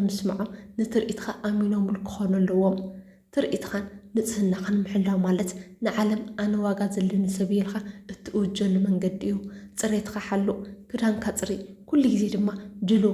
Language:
Tigrinya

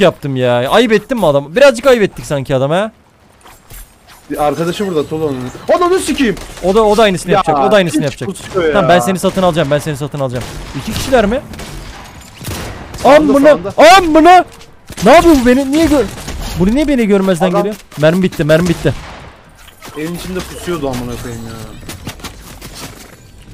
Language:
Turkish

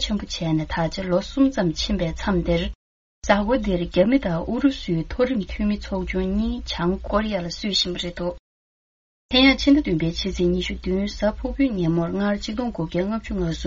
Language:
Tibetan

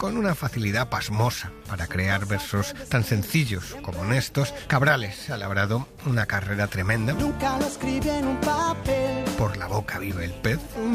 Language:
Spanish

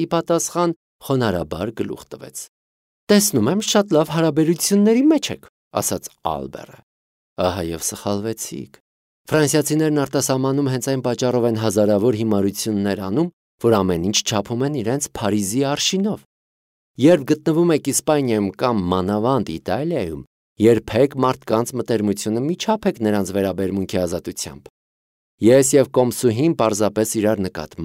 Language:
Armenian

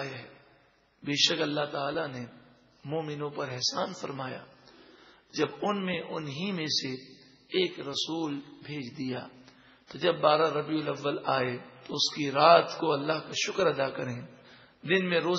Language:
Urdu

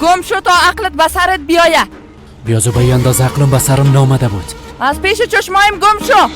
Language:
Persian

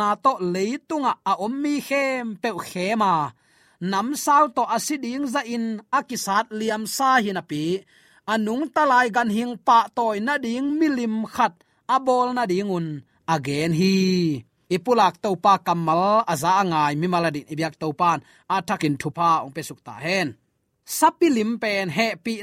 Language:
Tedim Chin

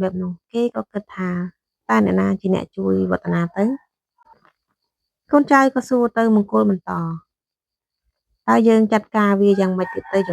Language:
Khmer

